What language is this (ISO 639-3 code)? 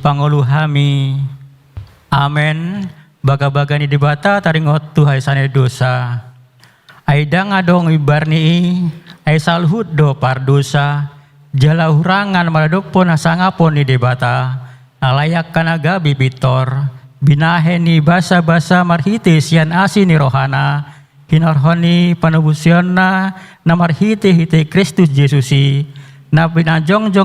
bbc